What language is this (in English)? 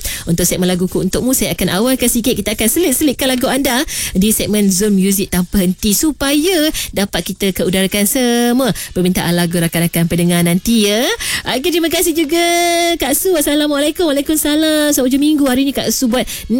Malay